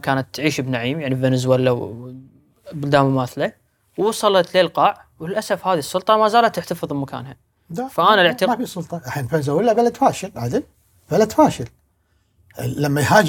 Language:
Gulf Arabic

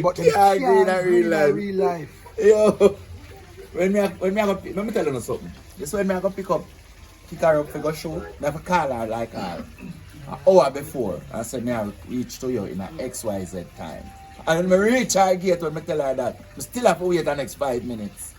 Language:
Jamaican Creole English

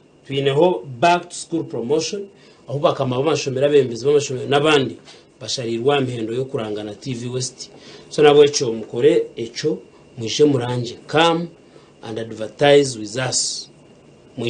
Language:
Nyankole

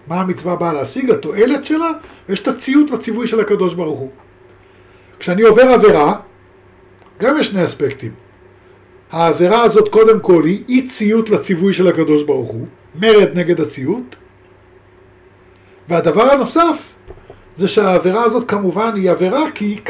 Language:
Hebrew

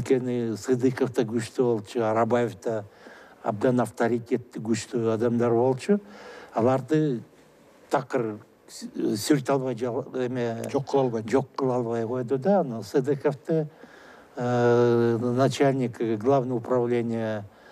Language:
Kyrgyz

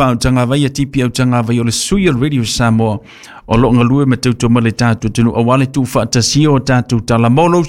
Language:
Samoan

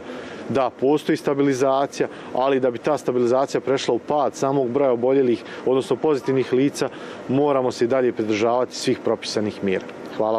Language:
Croatian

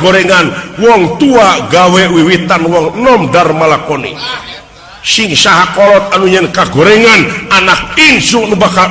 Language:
Sundanese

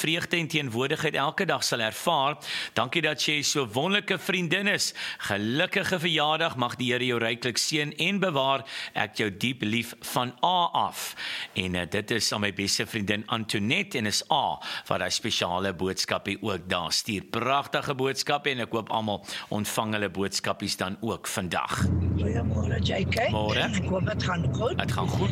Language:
Afrikaans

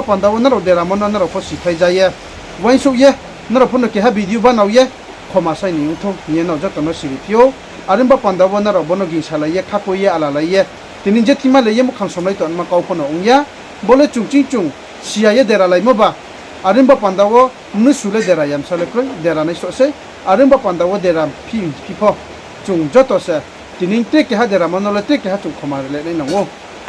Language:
Riang (India)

